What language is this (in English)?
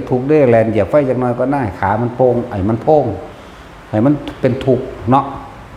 Northeastern Thai